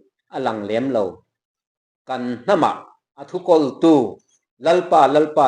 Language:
Mizo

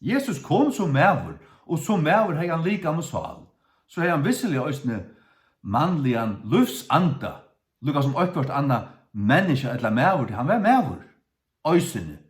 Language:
Faroese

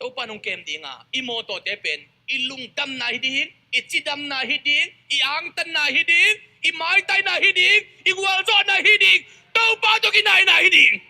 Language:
Tedim Chin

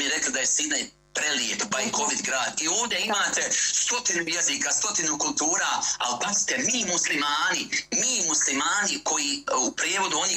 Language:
Bosnian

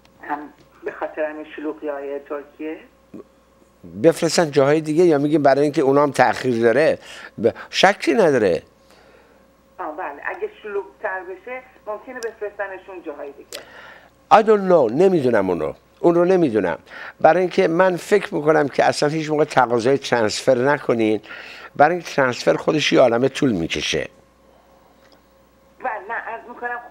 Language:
Persian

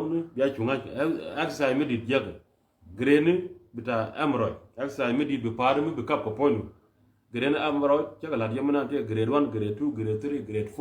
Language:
Nuer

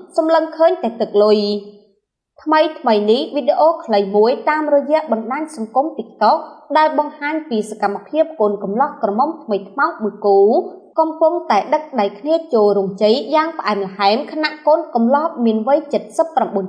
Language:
Khmer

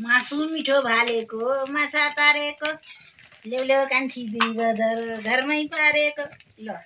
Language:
Nepali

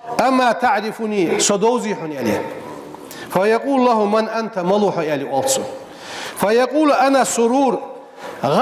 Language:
Ingush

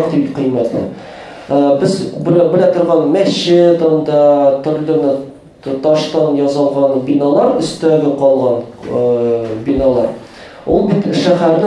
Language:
Tatar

